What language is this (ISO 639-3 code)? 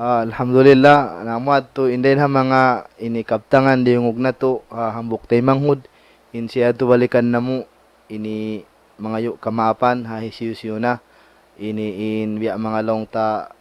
tsg